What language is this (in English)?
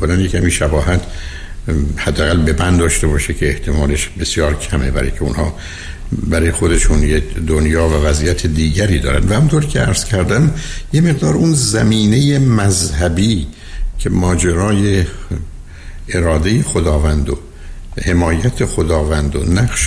Persian